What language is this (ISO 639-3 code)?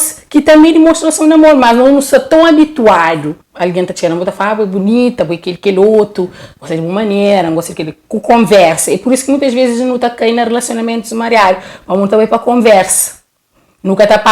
kea